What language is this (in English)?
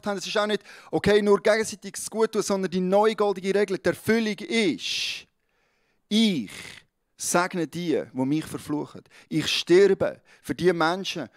Swiss German